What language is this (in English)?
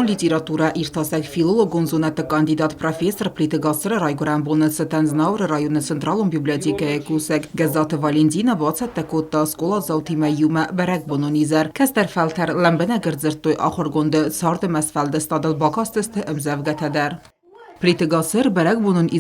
Ossetic